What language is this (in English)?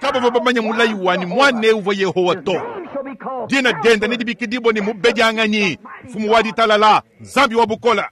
Luba-Lulua